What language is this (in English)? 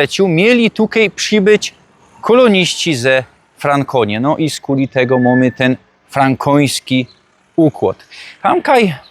Silesian